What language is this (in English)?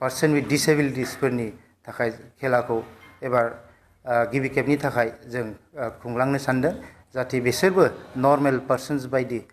Bodo